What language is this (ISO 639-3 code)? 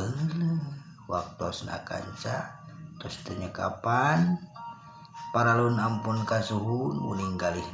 sun